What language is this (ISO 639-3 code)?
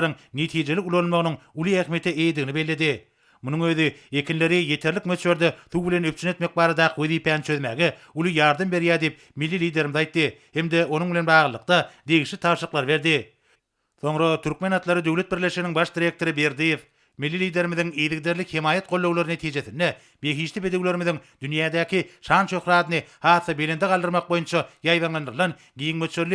tuk